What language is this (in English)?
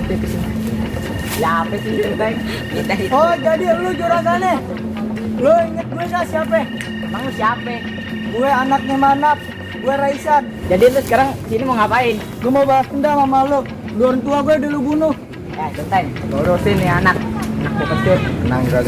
Betawi